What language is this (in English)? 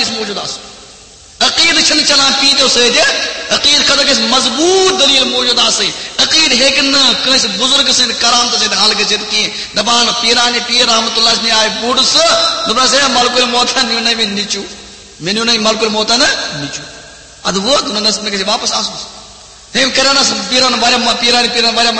Kashmiri